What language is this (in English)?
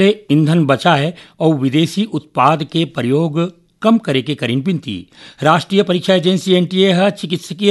Chhattisgarhi